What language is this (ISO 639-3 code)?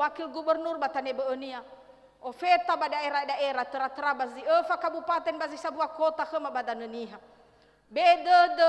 nia